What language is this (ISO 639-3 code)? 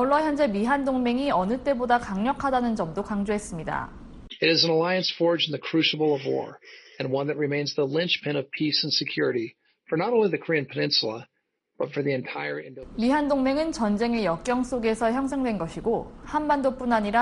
kor